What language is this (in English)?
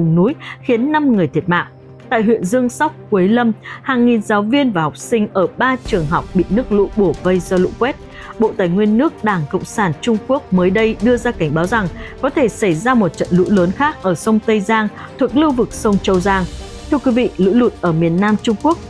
Vietnamese